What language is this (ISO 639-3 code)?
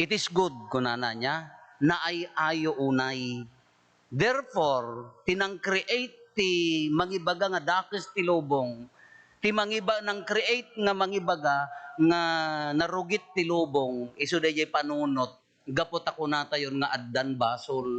ilo